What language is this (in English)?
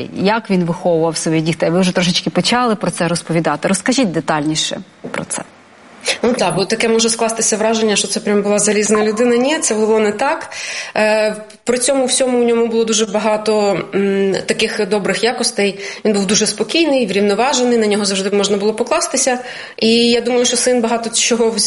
Ukrainian